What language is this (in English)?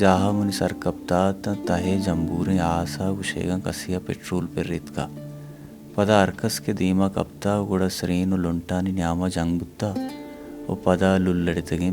Baluchi